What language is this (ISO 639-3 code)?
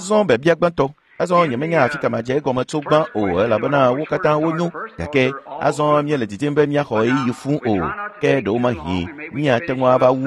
ewe